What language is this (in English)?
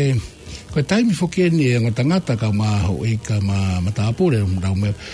Tongan